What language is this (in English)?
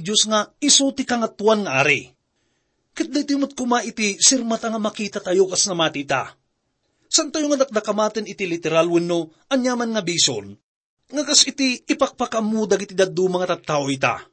Iloko